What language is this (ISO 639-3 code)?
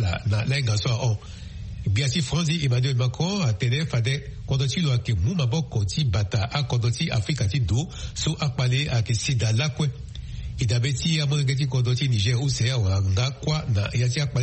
sag